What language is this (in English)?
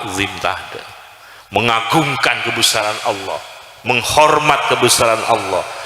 Madurese